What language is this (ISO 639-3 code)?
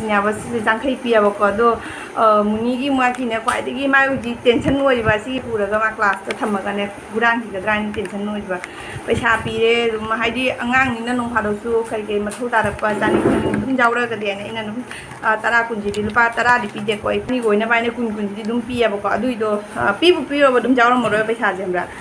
mni